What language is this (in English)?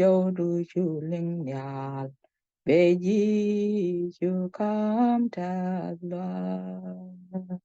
Nuer